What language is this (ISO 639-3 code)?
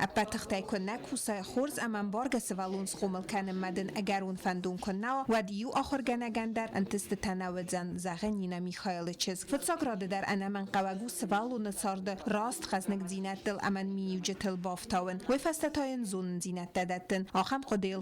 oss